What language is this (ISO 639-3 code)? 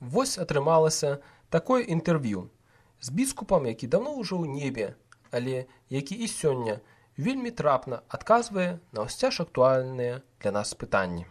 bel